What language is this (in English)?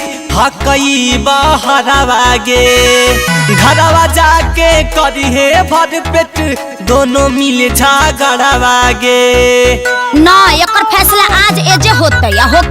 Magahi